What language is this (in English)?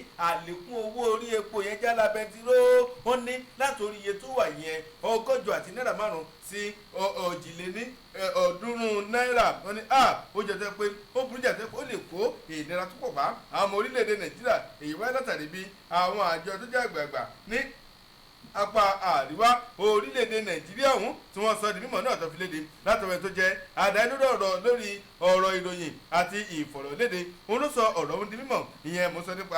Yoruba